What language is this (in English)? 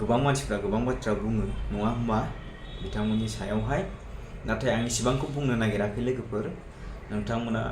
Bodo